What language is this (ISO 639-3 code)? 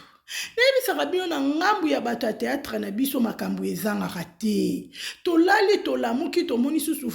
lin